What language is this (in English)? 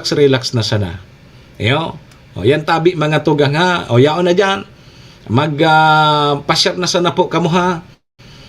Bikol